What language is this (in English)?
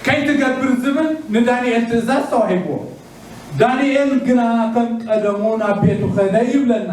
Tigrinya